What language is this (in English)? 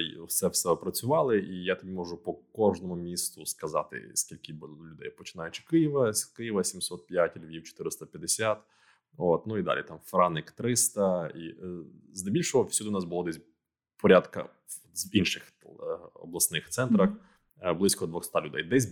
Ukrainian